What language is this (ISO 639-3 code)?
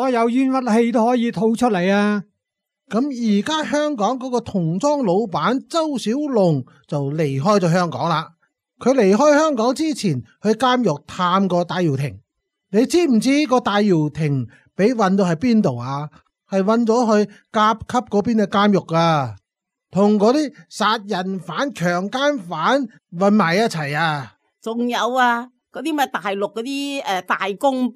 yue